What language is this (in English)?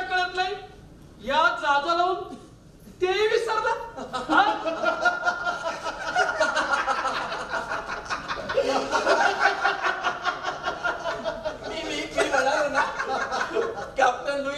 Marathi